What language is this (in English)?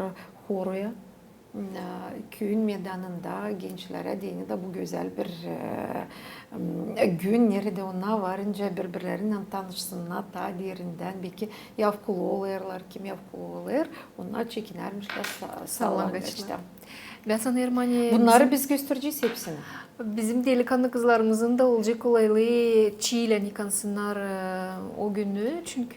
Gagauz